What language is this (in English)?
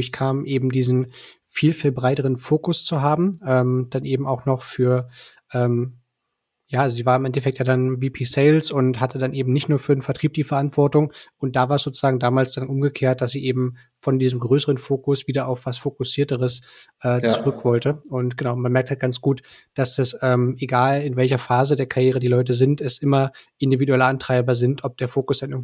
German